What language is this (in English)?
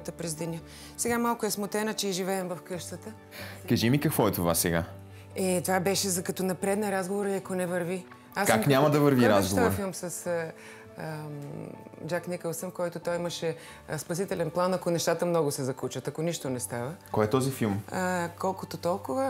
Bulgarian